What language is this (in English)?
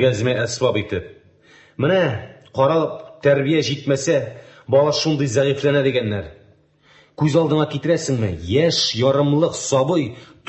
Tatar